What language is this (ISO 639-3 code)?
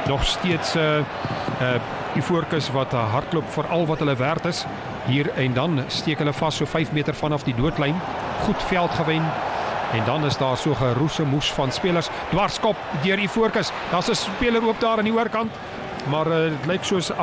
afr